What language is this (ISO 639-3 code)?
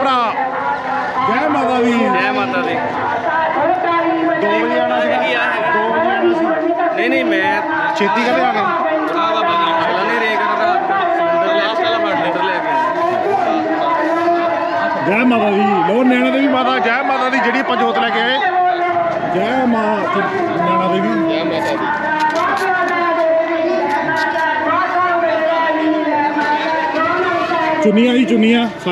pan